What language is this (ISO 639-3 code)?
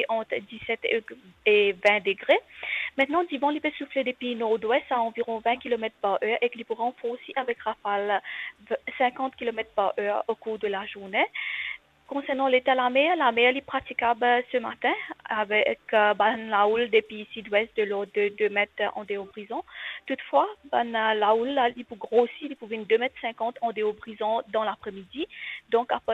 mfe